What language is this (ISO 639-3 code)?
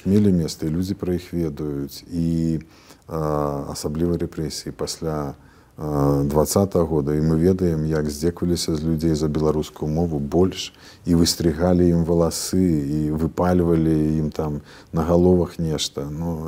bel